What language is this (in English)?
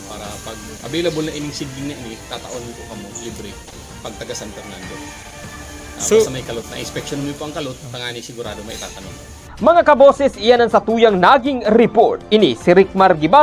Bikol